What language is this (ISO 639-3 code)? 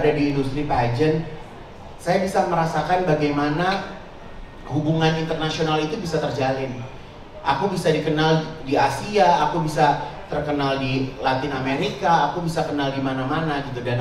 ind